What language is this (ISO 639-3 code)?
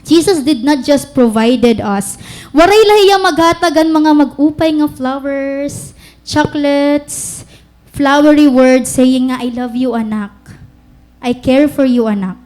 war